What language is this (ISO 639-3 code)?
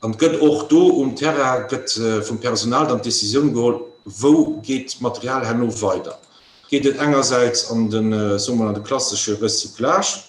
ltz